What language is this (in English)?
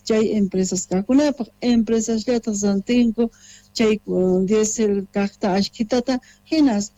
South Bolivian Quechua